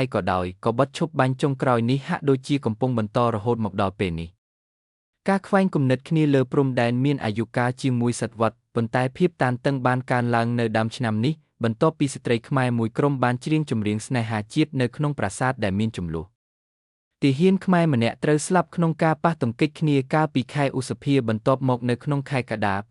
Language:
Khmer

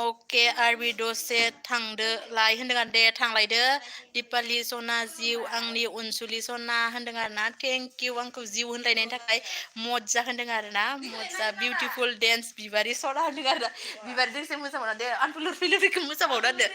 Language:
Bodo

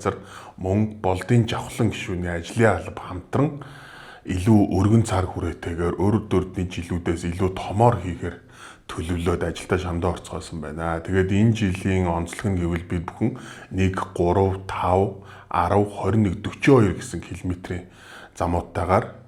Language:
Mongolian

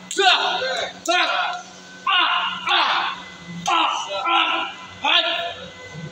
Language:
Betawi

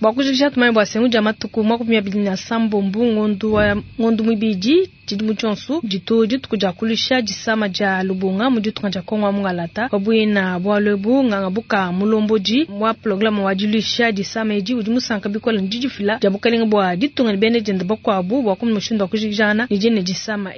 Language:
Luba-Lulua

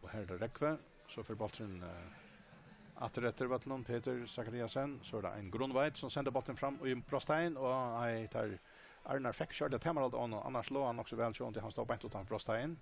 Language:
Faroese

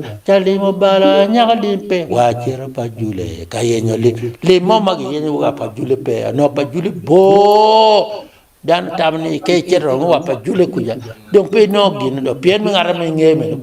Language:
Acoli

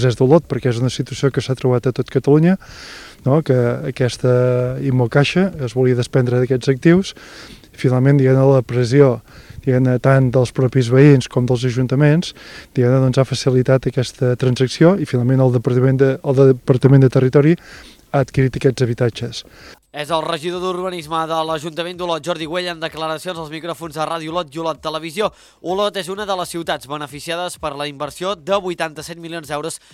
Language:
Catalan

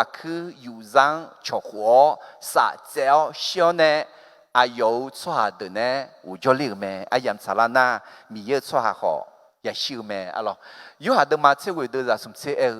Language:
Akha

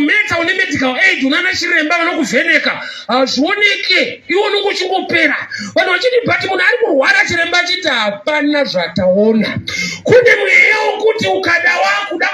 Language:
Shona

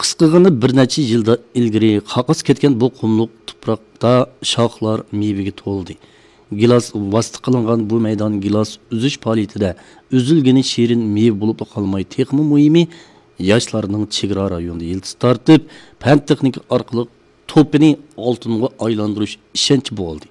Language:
Uyghur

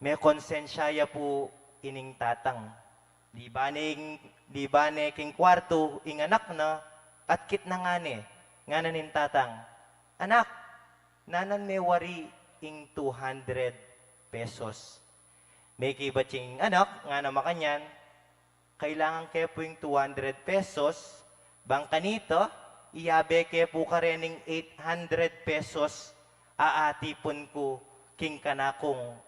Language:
Pampanga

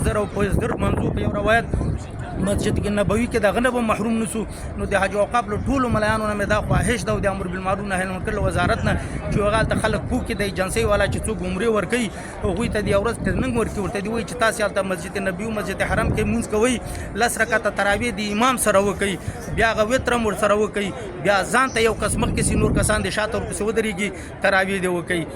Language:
Pashto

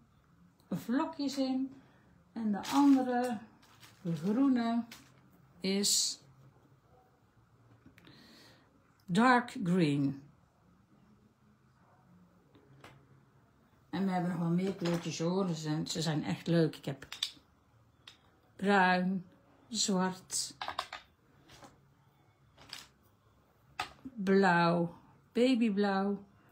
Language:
Dutch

